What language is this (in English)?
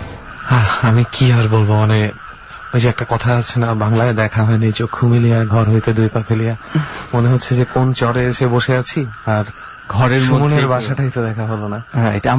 Bangla